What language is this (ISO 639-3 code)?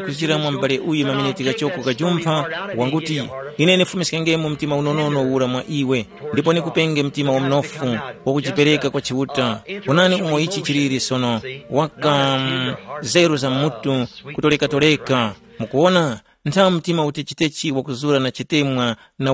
tum